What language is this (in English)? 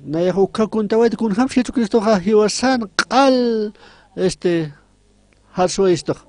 Aymara